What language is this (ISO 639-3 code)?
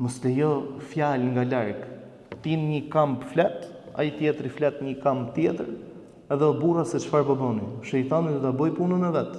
sqi